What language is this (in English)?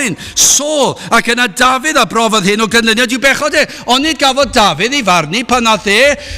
Welsh